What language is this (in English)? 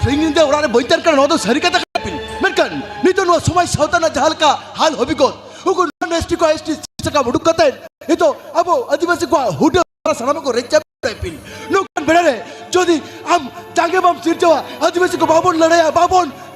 Santali